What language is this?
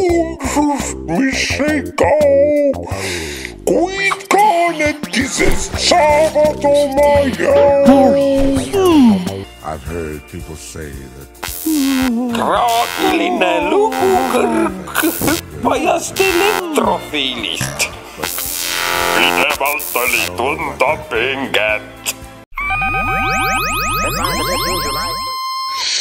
Estonian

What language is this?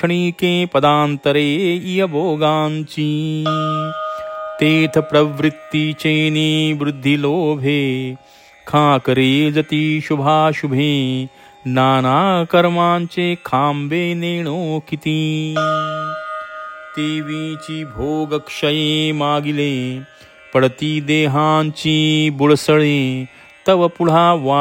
Marathi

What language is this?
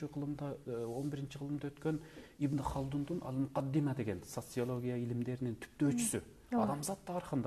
Kyrgyz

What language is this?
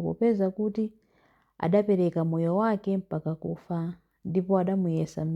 Nyanja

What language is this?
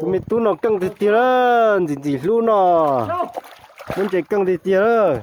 Hmong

